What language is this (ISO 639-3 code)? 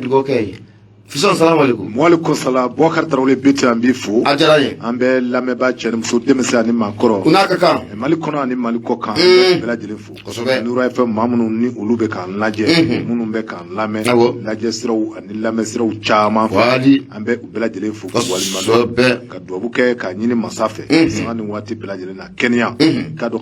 bam